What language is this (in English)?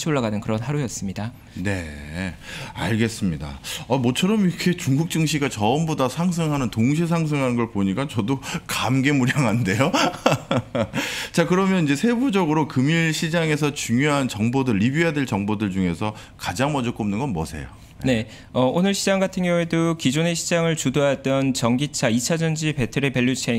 Korean